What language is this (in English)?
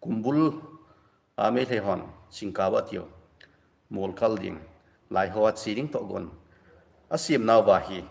Thado Chin